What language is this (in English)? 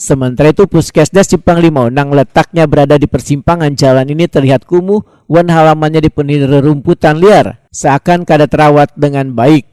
Banjar